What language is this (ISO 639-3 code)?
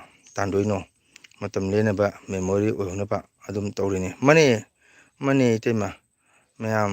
mni